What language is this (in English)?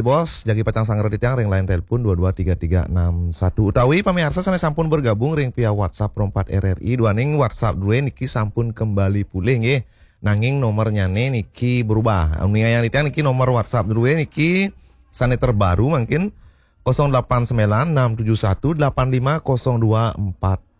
Balinese